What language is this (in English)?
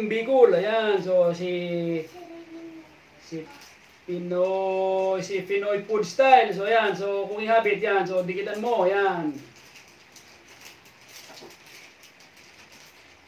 Filipino